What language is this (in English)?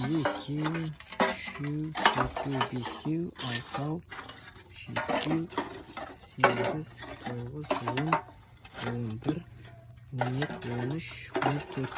Kazakh